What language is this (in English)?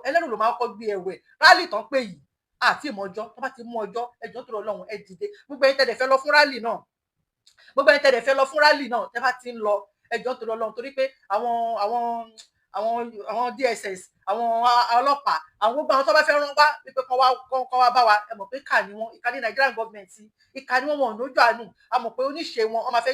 Yoruba